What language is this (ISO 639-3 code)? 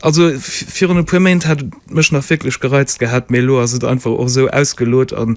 ltz